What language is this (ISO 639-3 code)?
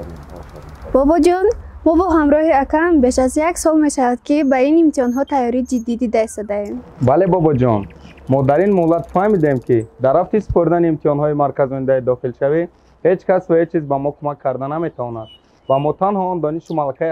tgk